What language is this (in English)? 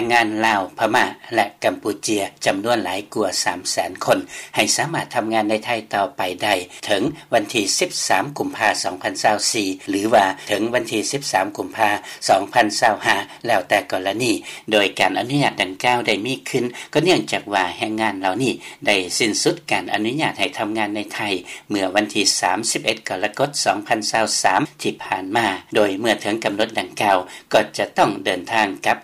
Lao